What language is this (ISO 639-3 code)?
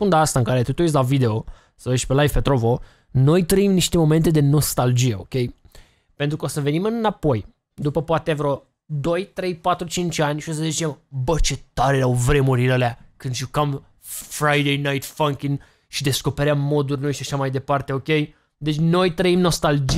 ron